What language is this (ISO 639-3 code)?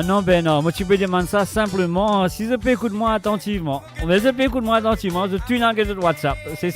mfe